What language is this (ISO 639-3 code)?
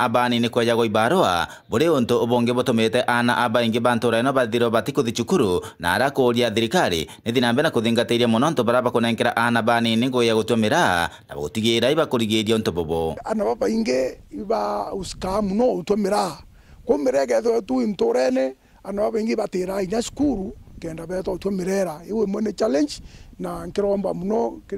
mer